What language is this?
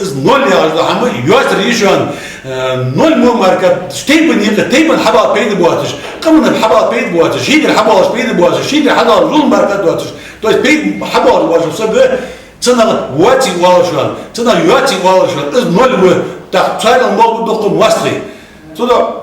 Ingush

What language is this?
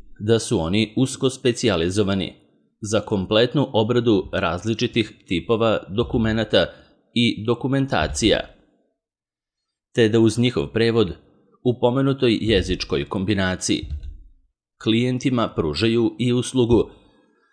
Serbian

